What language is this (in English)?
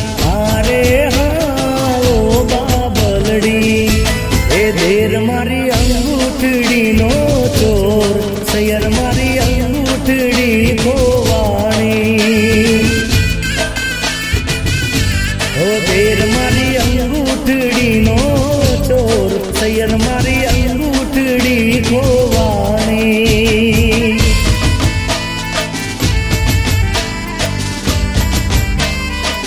Gujarati